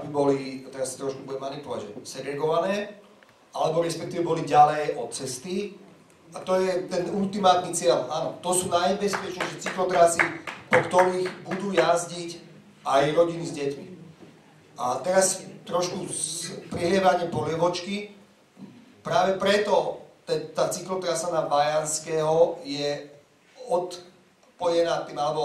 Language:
Slovak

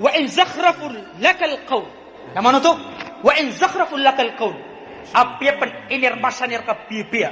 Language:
Maranao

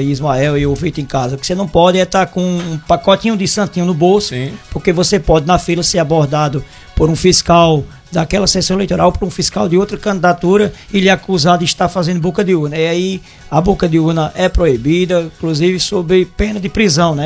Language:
Portuguese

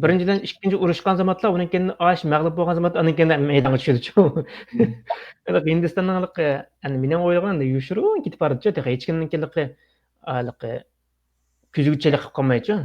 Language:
Uyghur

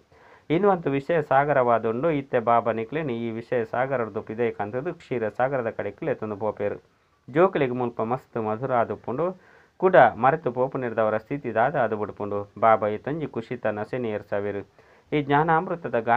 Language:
Tulu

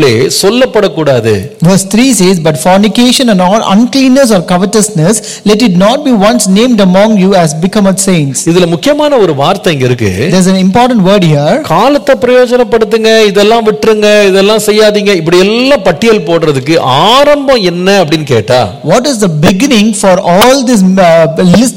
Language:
Tamil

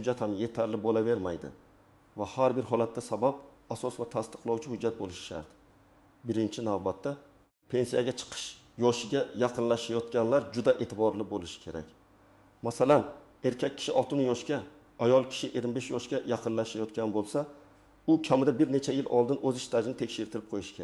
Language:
Uzbek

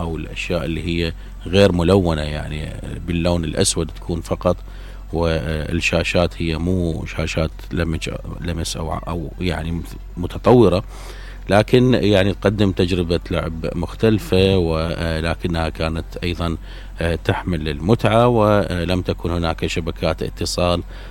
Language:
Mesopotamian Arabic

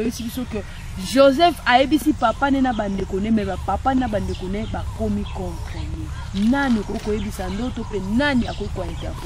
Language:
Lingala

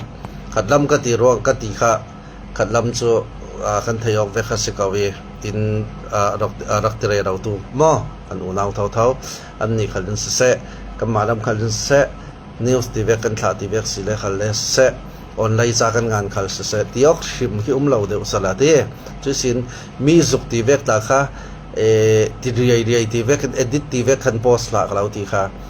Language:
Falam Chin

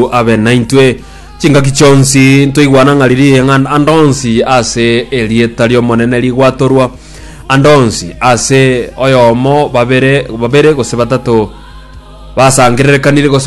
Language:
Gusii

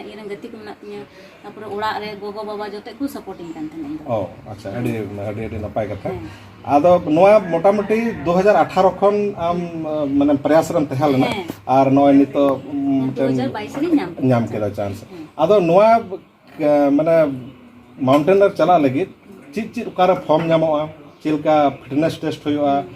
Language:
Santali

